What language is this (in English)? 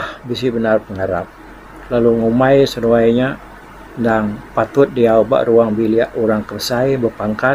Iban